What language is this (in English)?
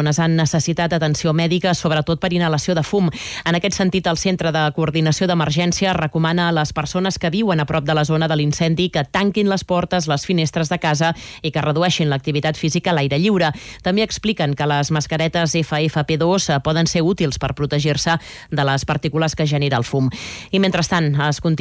Catalan